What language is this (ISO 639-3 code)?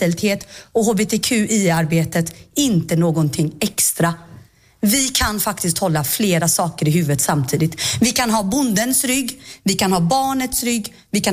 swe